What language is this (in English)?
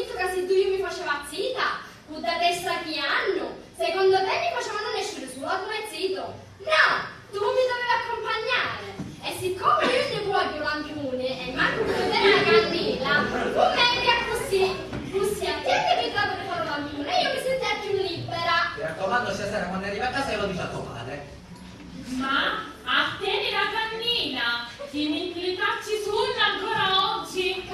Sicilian